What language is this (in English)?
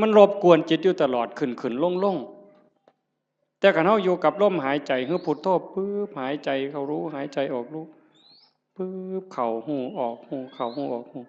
Northeastern Thai